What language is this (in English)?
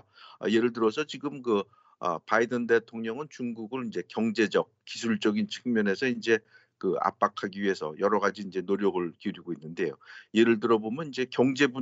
Korean